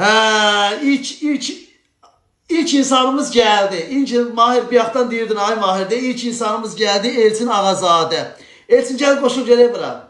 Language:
Azerbaijani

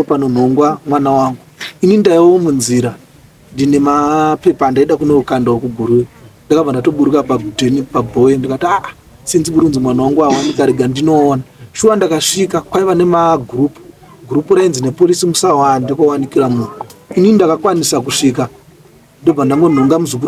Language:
Shona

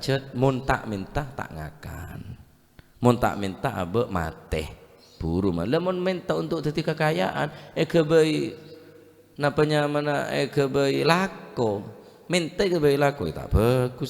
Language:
Madurese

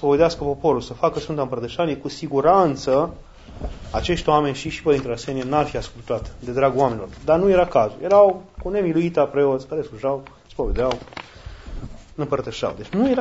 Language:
Romanian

